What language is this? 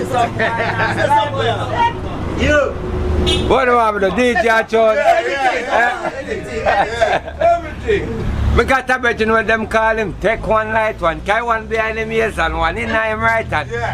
Jamaican Creole English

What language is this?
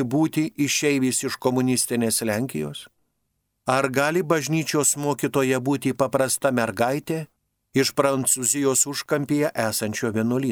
Lithuanian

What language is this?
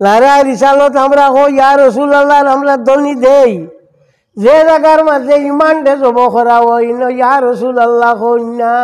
Sylheti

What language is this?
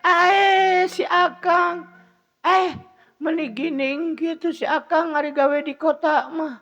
Sundanese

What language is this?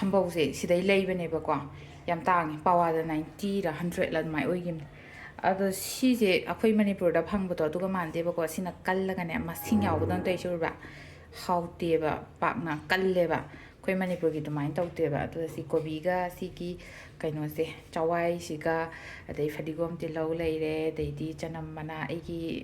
Manipuri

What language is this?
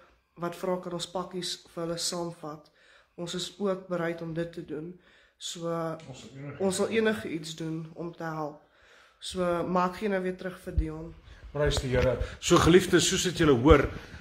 Afrikaans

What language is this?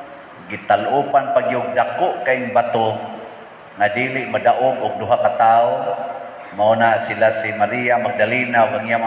Cebuano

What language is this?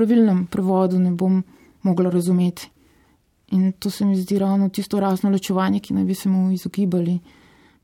Slovenian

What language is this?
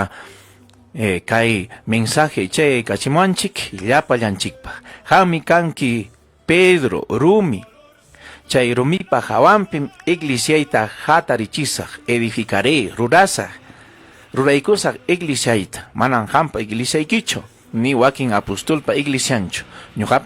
Ayacucho Quechua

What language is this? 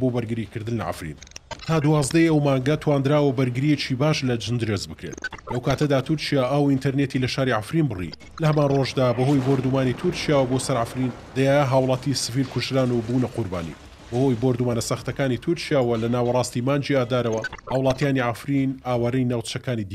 Central Kurdish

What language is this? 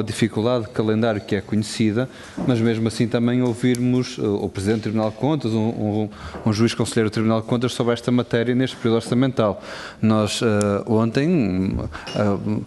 Portuguese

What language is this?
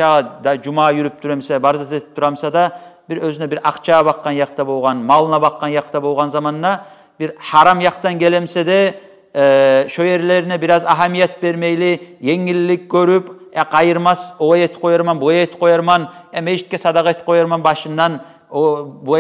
Kumyk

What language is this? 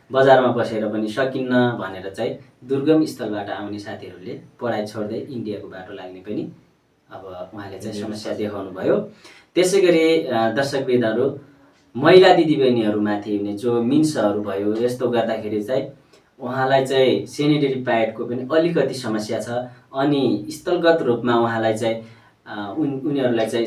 Nepali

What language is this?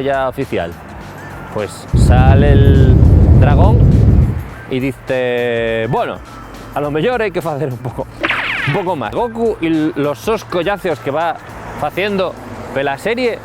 Asturian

